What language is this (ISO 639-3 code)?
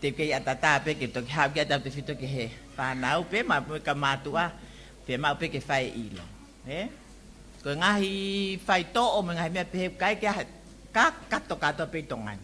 ton